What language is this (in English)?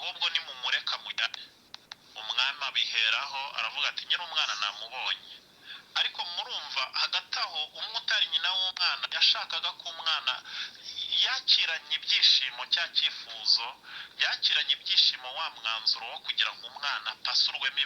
Kinyarwanda